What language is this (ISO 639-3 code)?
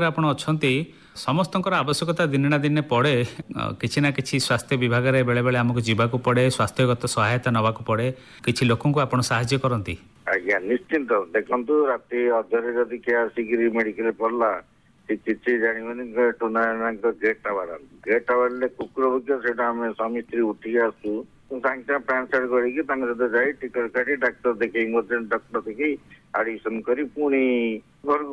ori